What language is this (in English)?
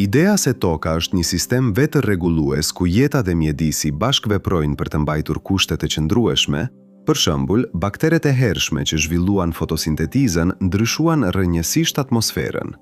Albanian